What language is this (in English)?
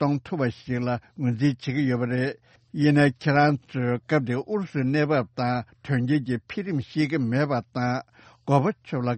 Tibetan